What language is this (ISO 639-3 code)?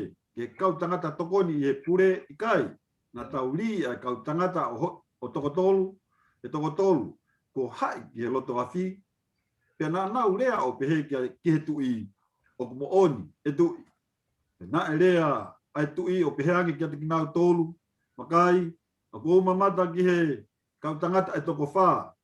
ton